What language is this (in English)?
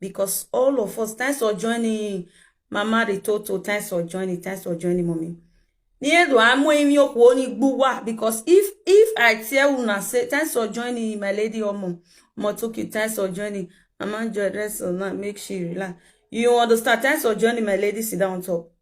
Nigerian Pidgin